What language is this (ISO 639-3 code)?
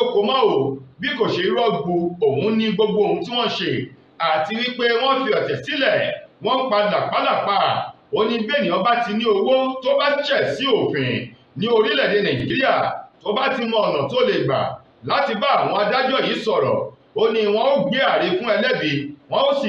yor